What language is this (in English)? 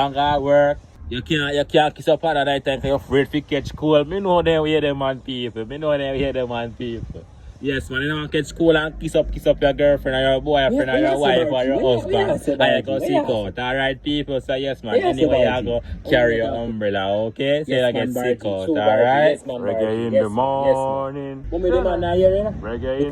Jamaican Creole English